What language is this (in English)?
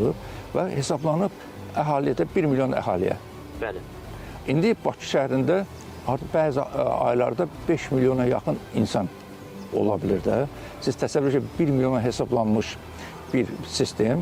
Azerbaijani